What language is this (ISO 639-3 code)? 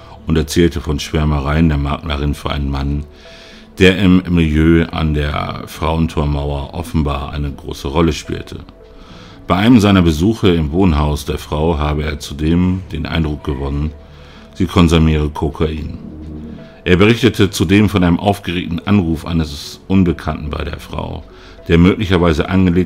deu